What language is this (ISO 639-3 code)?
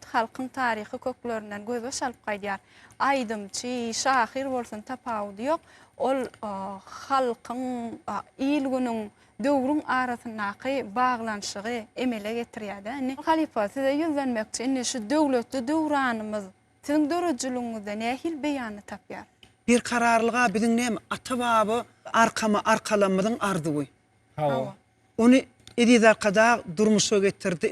tuk